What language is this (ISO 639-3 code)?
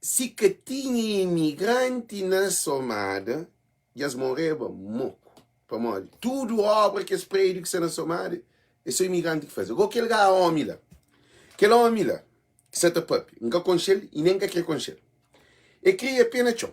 kea